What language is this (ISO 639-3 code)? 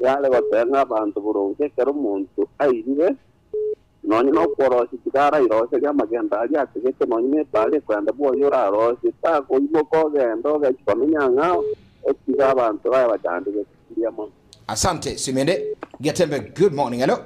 guz